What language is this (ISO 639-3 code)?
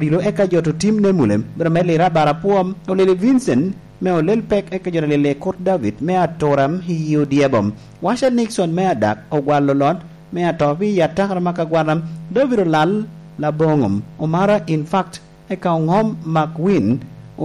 laj